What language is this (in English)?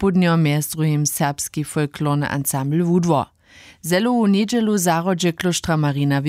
Upper Sorbian